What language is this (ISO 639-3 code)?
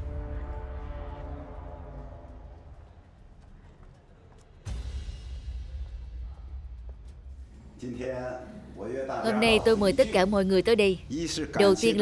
vie